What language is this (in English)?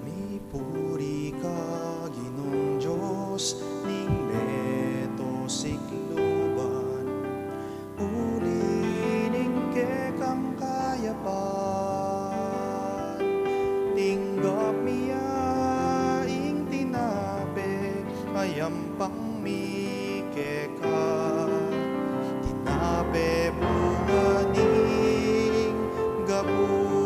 Pampanga